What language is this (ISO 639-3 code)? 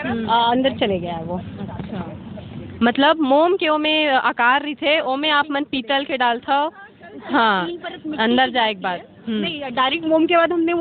hne